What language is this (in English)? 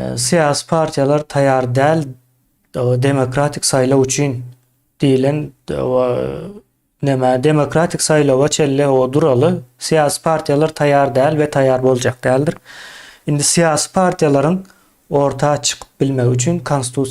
Turkmen